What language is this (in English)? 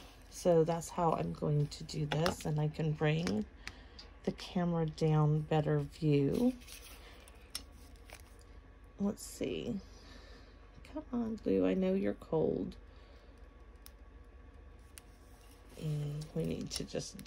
English